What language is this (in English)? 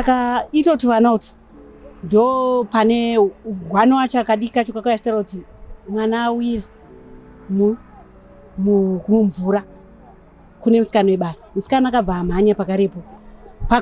Shona